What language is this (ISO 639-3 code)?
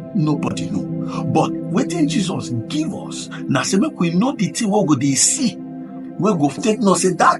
pcm